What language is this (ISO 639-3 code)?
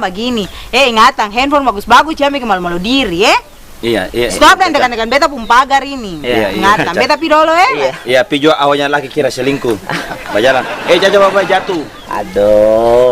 abs